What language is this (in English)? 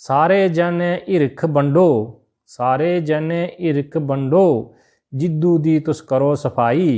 Dogri